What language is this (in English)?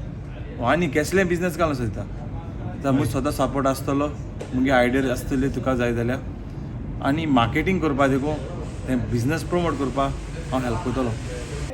Konkani